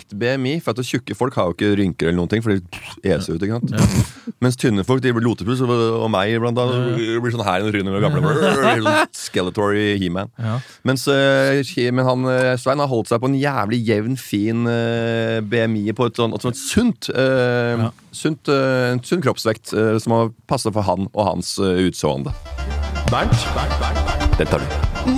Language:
Norwegian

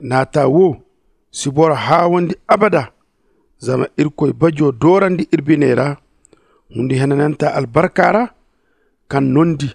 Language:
Zarma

